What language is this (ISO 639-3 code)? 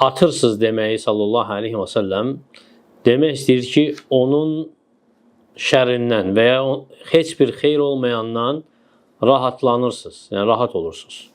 aze